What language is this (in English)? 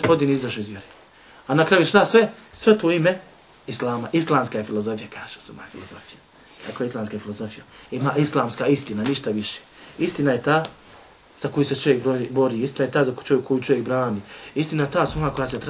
Bosnian